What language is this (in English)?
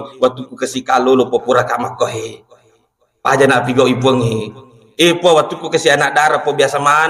Buginese